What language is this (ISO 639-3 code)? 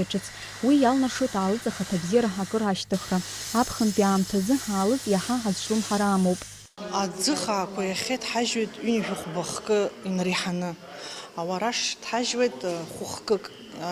abk